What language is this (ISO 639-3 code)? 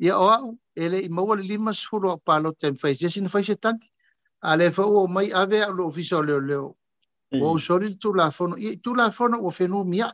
smo